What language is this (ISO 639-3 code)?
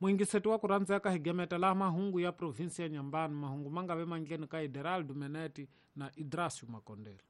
tso